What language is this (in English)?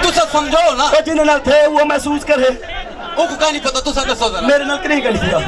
Saraiki